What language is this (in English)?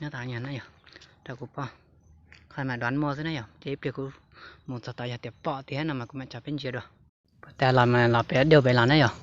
Hmong